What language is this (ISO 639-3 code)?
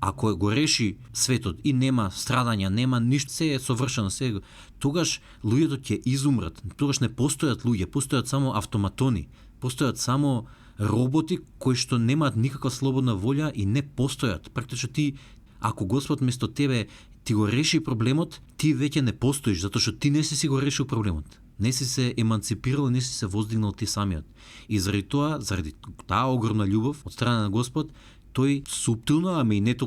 mkd